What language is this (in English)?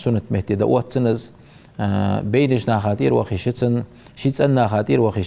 Ingush